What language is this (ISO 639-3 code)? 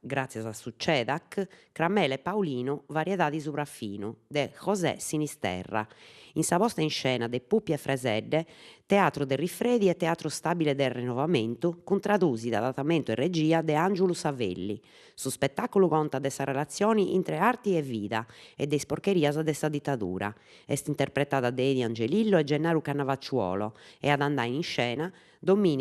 srd